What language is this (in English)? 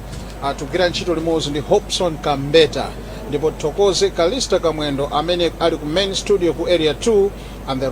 Nyanja